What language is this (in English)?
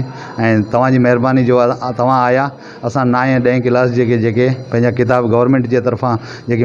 Sindhi